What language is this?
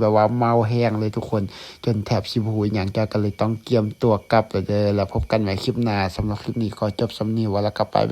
Lao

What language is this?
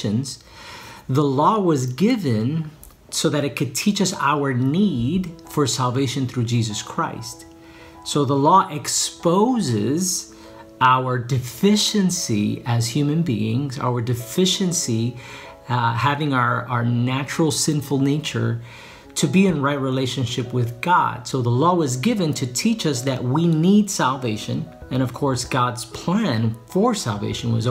English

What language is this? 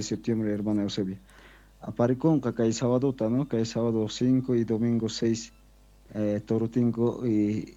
South Bolivian Quechua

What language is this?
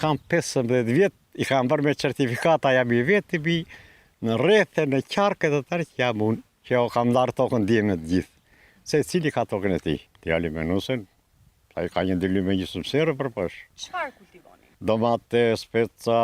Albanian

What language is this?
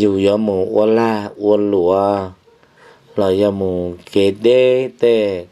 Hmong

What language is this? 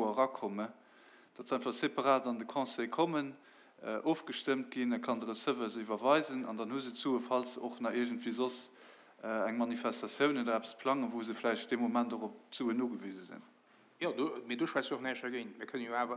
Luxembourgish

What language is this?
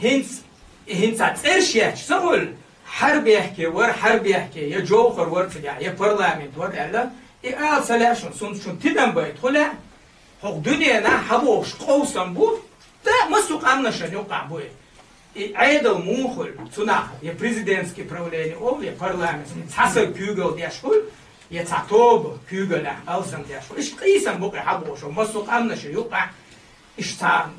Chechen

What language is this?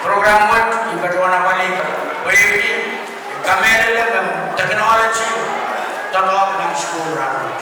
Pohnpeian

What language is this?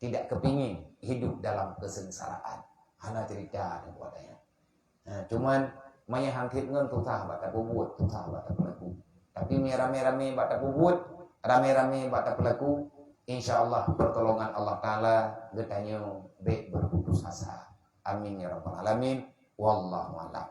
Achinese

